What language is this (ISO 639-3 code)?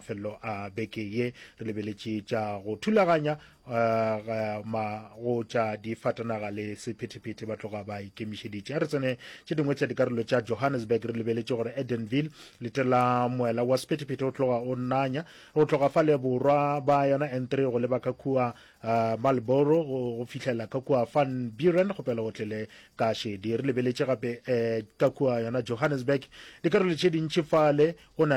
nso